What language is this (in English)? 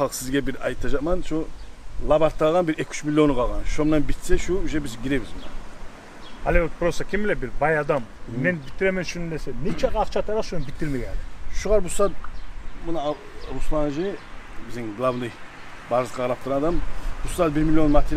Kumyk